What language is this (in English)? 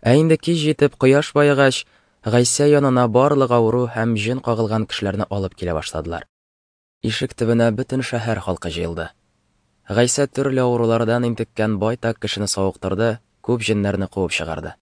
Tatar